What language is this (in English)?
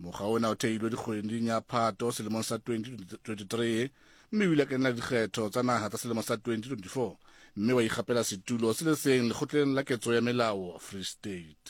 Southern Sotho